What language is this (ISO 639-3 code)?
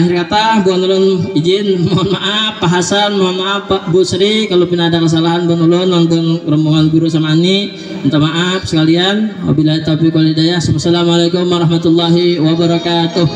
bjn